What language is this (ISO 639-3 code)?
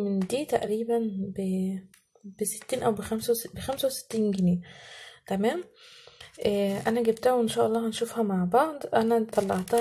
arz